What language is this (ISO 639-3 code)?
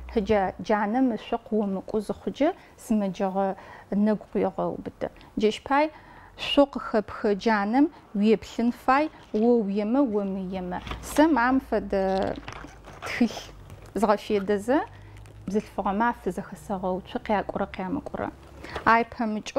ady